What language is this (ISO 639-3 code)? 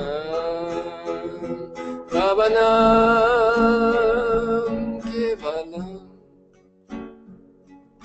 por